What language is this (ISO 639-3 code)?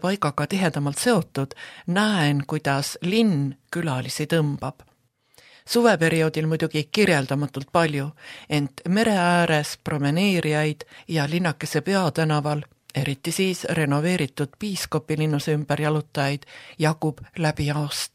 est